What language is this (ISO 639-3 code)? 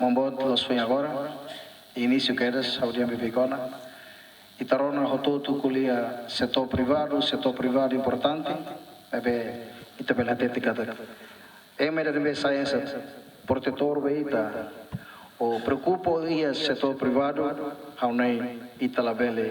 tet